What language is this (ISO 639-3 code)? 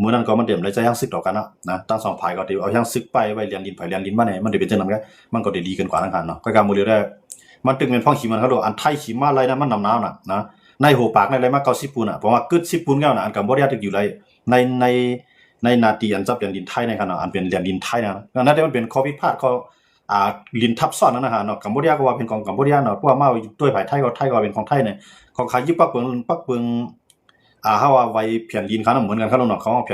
shn